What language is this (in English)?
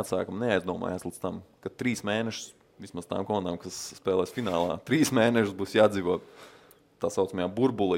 Latvian